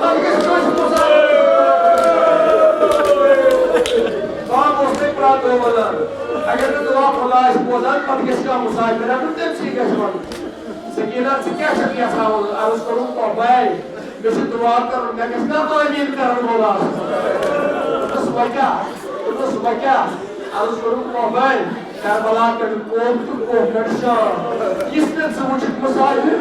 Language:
Kashmiri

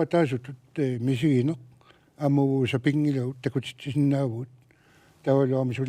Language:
Kalaallisut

